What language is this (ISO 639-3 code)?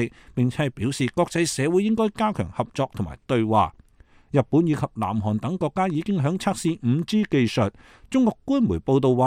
yue